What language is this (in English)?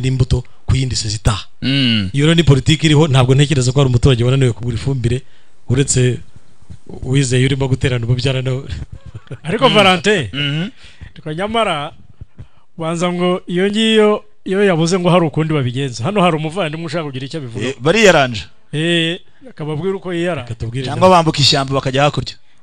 Kinyarwanda